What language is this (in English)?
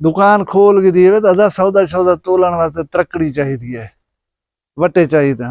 Saraiki